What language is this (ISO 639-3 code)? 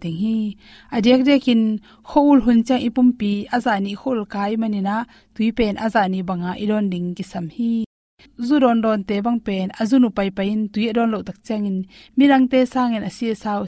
ctd